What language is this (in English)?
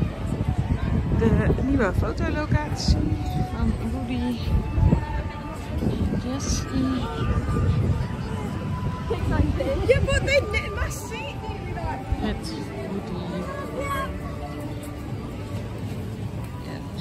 Dutch